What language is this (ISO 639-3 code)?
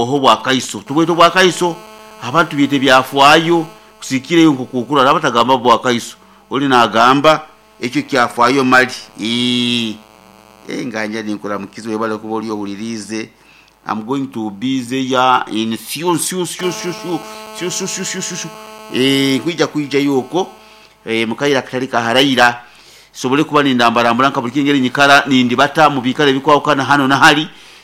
nyo